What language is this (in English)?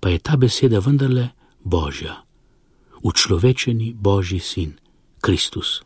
Slovenian